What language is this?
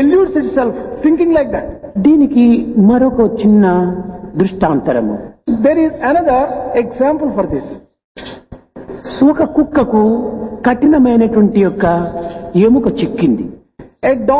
Telugu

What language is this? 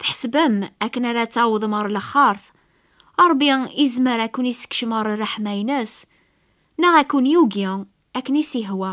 Kabyle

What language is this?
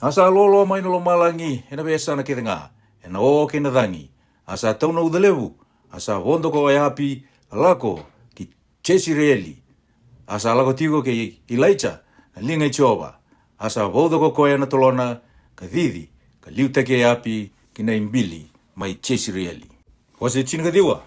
Fijian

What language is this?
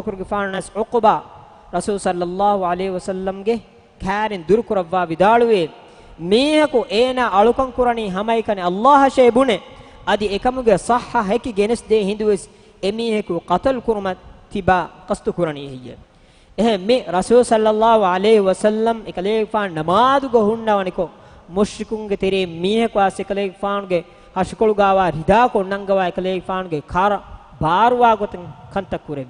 Divehi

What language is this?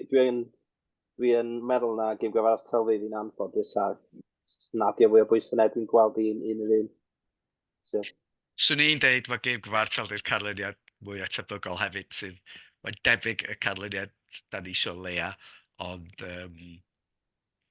Welsh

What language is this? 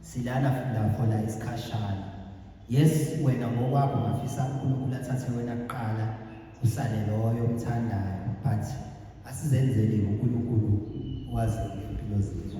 Zulu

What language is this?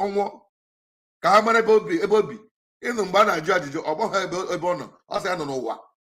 Igbo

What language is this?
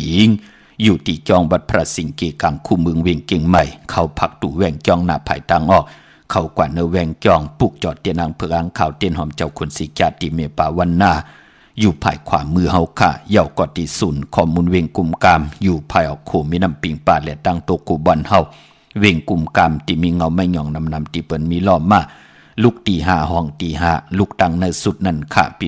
Shan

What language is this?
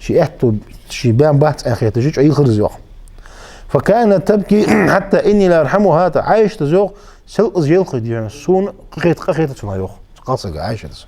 Ingush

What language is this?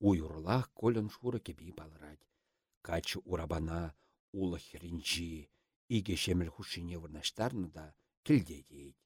Chuvash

